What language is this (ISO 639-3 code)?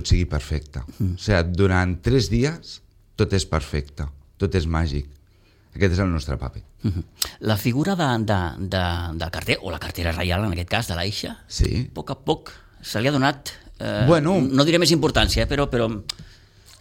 cat